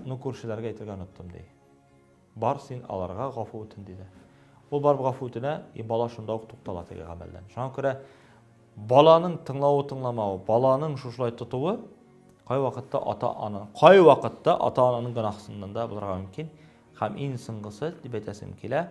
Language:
Tatar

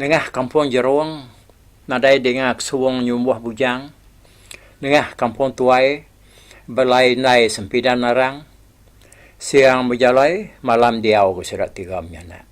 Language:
Iban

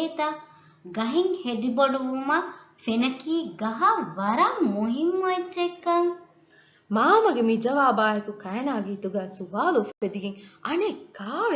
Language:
Divehi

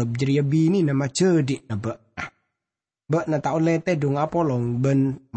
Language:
Madurese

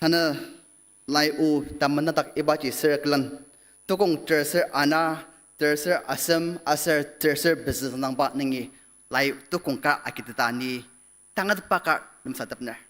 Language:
Ao Naga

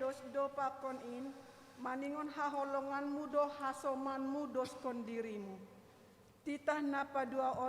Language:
Batak Simalungun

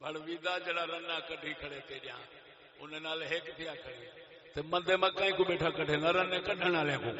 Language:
Saraiki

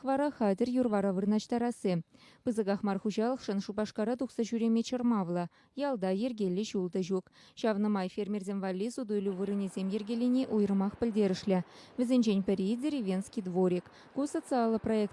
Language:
Chuvash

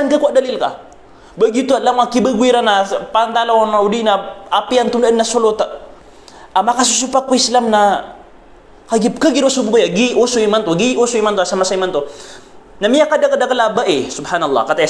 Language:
Maranao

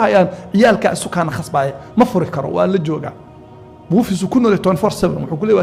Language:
Somali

